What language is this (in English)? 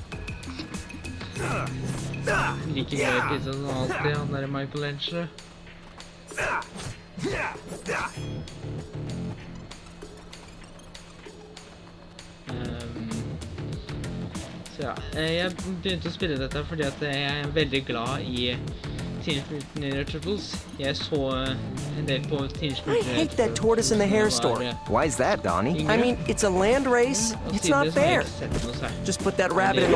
Norwegian